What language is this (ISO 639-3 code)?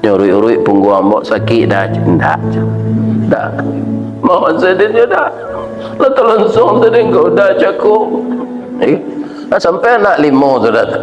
min